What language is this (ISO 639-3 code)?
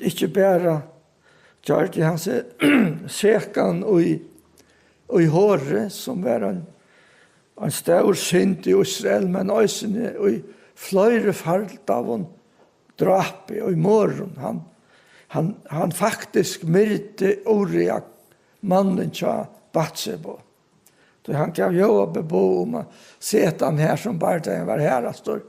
fao